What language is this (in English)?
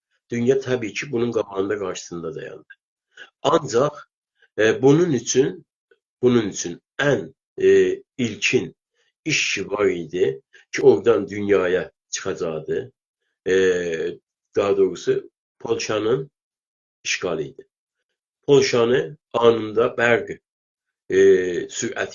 South Azerbaijani